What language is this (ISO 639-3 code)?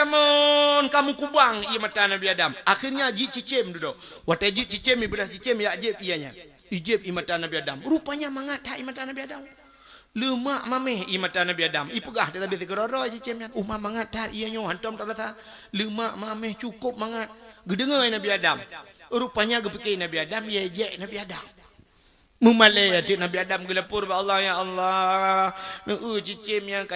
ace